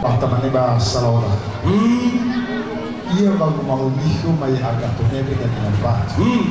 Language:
Nias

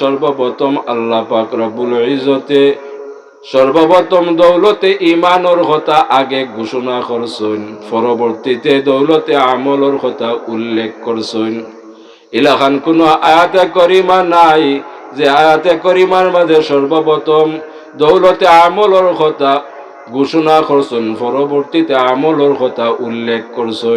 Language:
Sylheti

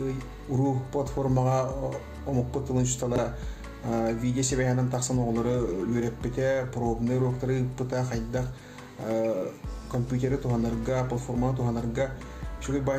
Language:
Yakut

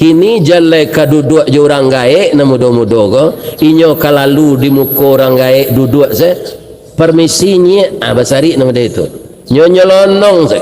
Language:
Minangkabau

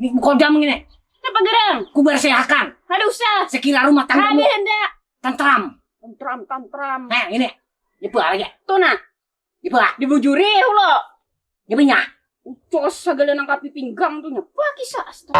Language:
Banjar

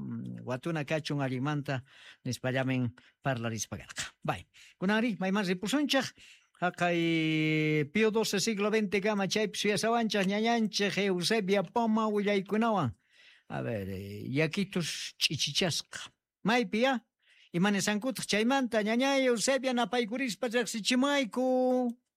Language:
Quechua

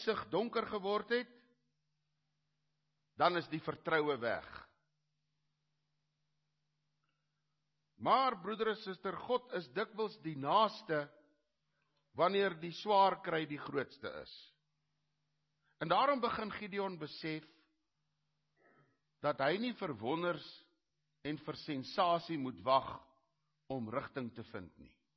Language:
Afrikaans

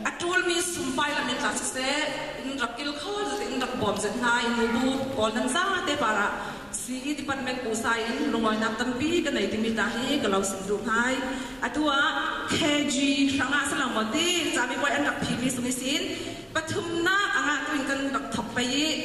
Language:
Falam Chin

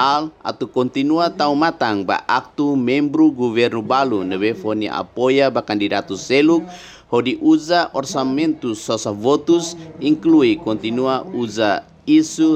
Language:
Tetum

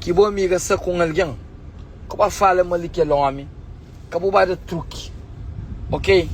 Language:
Kabuverdianu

